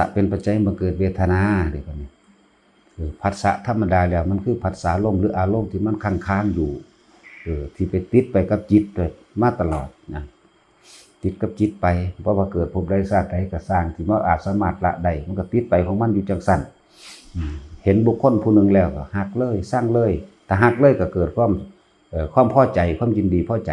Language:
Northeastern Thai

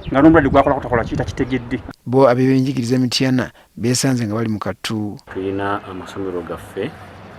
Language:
Ganda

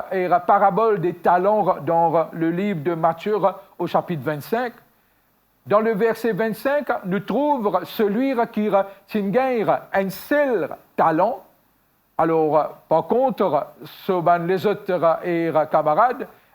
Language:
Morisyen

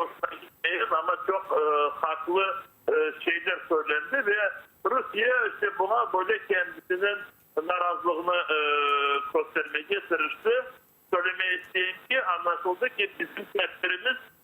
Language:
Crimean Tatar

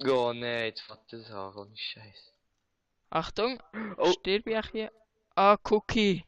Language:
Swiss German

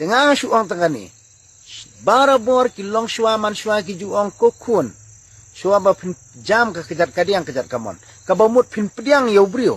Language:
Khasi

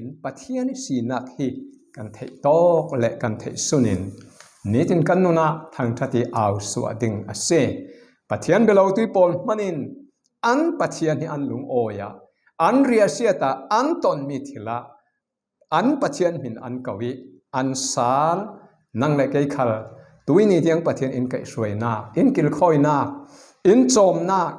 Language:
Falam Chin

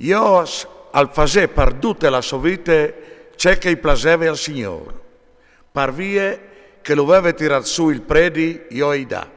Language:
Friulian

